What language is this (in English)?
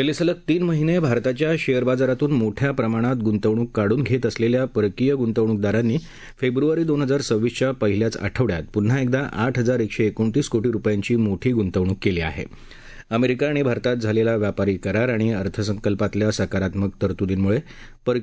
Marathi